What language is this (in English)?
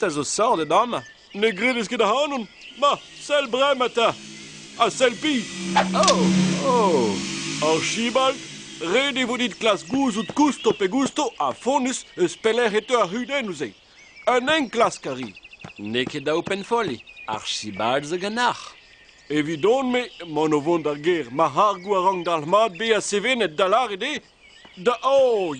Breton